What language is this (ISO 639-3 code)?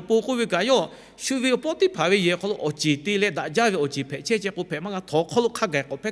lhu